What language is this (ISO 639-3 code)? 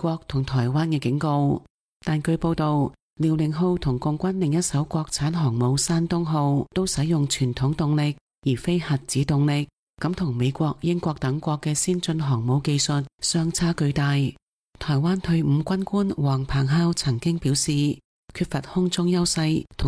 yue